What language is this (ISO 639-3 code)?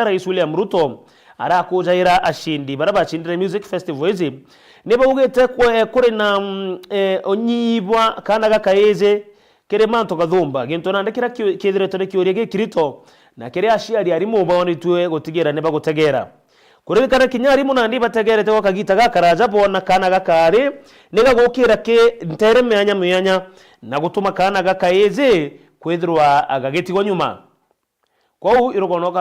mer